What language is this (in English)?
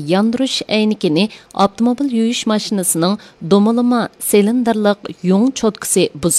Uyghur